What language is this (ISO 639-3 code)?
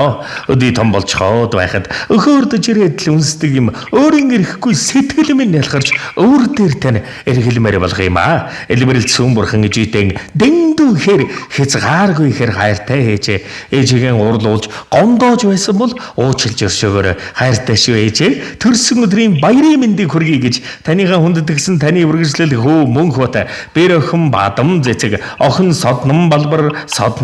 mon